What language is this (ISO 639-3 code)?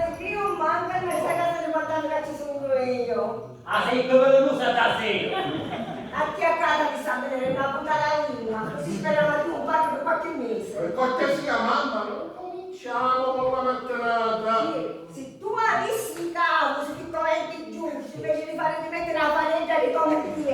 scn